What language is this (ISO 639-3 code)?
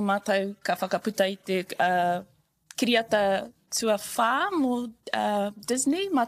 mri